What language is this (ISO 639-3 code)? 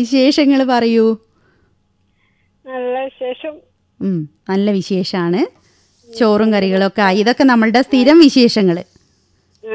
mal